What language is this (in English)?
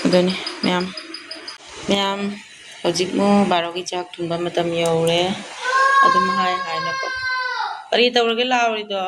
Manipuri